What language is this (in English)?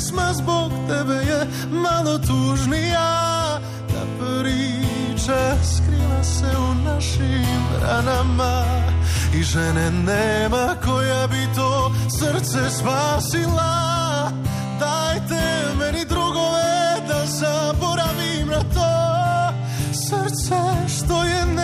Croatian